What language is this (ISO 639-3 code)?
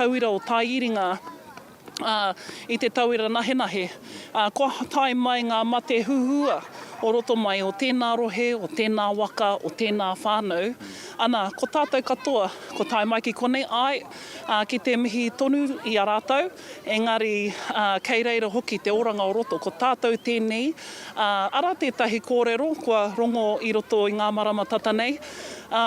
mri